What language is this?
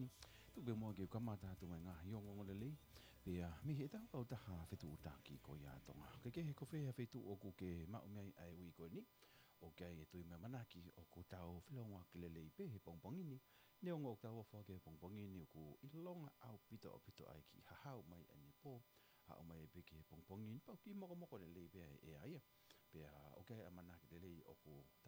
Tongan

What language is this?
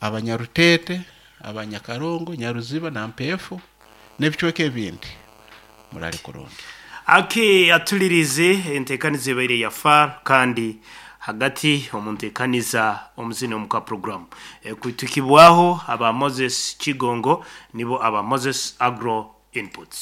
Nyankole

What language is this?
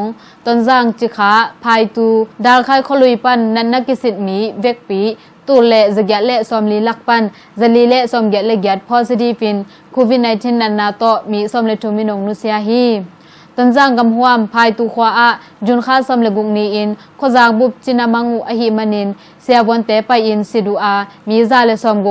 Tedim Chin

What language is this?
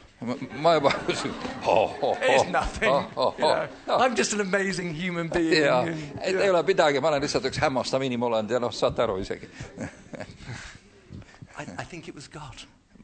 Estonian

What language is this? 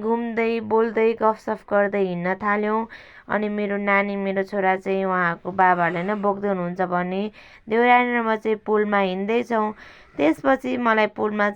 Nepali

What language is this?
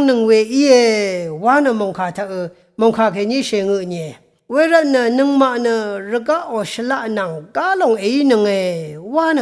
Rawang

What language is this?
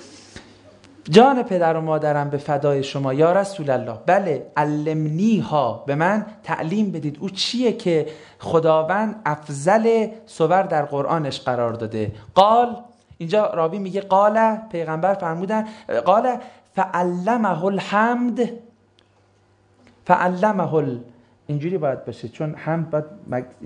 Persian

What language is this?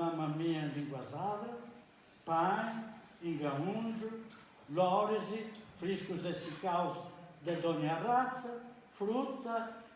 Sardinian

